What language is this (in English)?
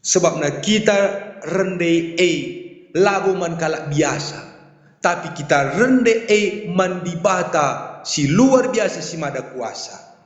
Batak Karo